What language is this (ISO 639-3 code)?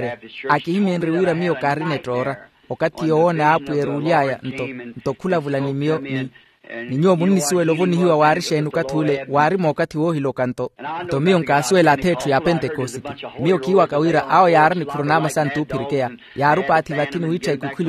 vmw